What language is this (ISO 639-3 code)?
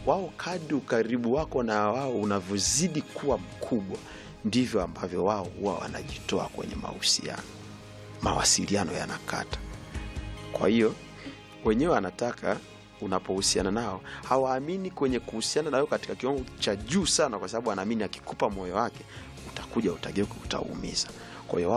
swa